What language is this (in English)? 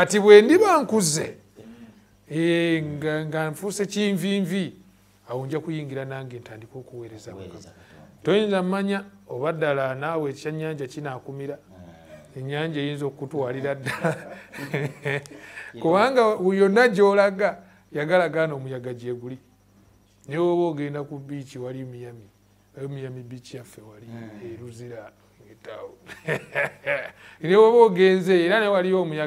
Ganda